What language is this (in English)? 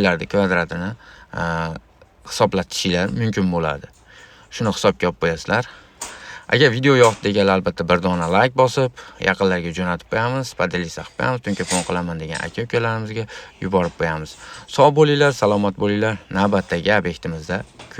Uzbek